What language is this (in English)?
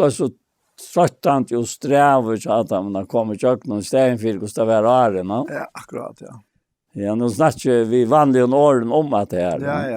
Faroese